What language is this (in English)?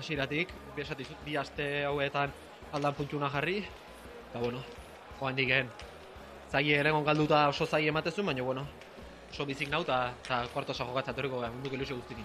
Basque